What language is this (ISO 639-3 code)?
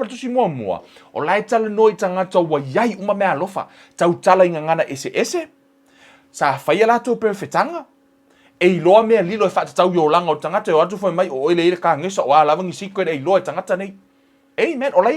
smo